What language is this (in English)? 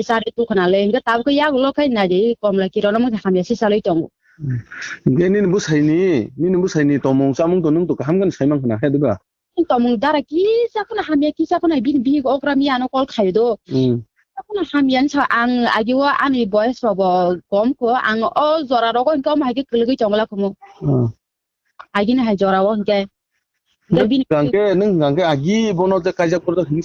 Kok Borok